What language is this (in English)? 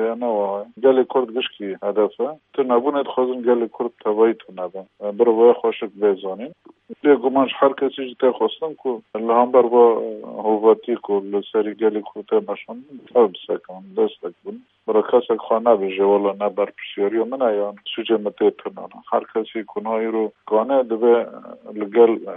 Kurdish